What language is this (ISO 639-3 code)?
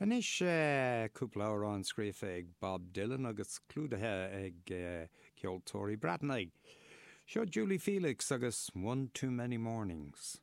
gle